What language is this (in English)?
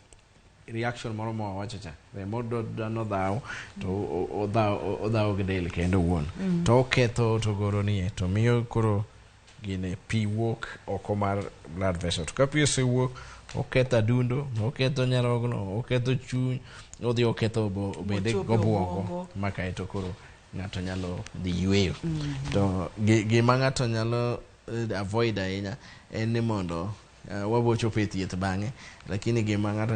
Luo (Kenya and Tanzania)